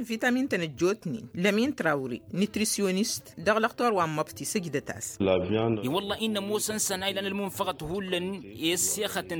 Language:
Tamasheq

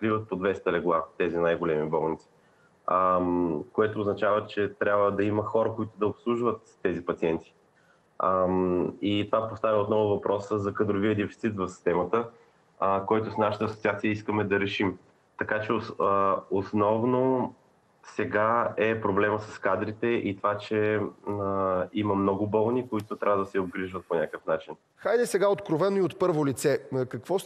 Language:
Bulgarian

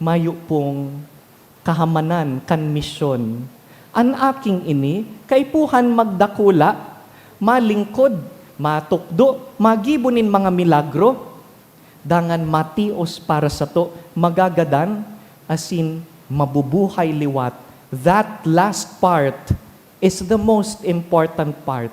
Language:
Bikol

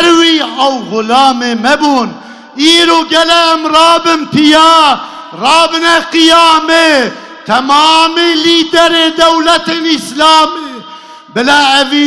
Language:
Kurdish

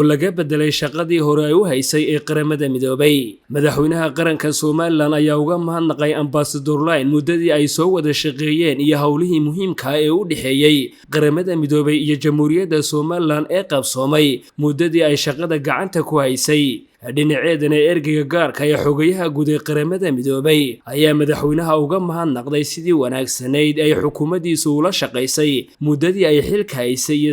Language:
Somali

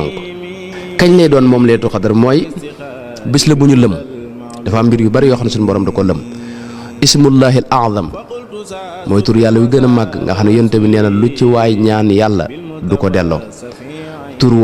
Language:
Wolof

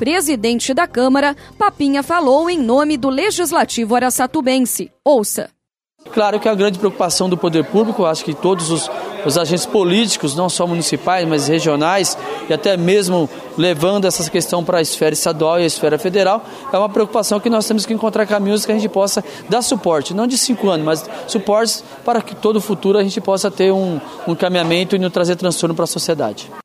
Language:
Portuguese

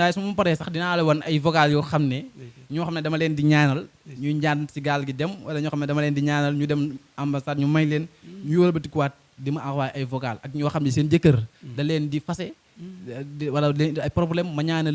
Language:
Wolof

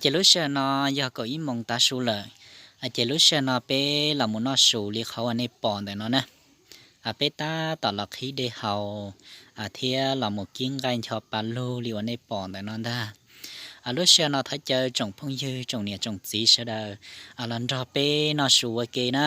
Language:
Hmong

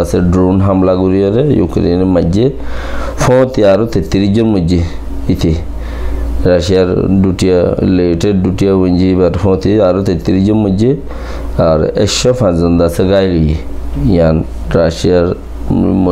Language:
Rohingya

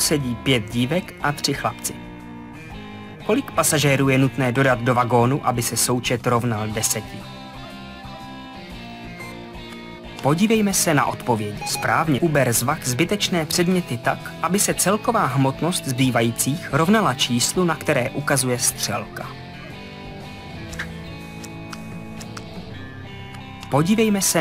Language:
Czech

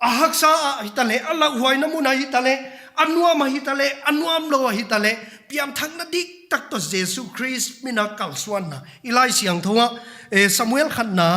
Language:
Paite Chin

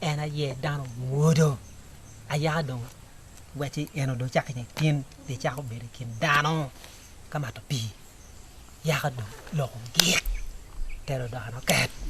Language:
Acoli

